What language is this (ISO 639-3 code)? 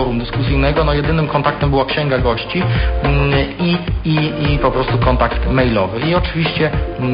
pol